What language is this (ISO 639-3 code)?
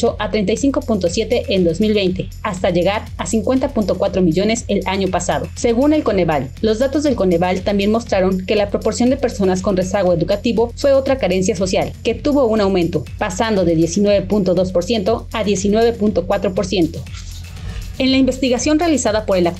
spa